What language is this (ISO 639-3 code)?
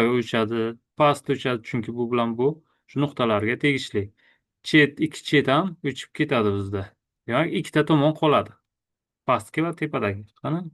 uzb